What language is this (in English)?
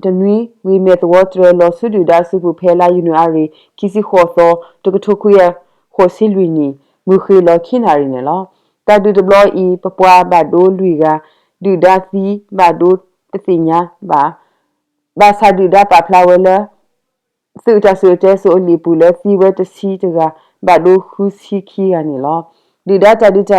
S'gaw Karen